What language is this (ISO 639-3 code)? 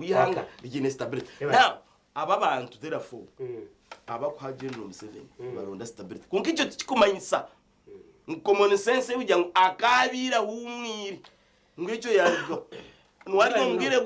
nyn